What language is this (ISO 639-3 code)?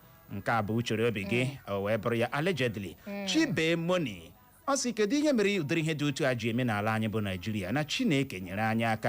ibo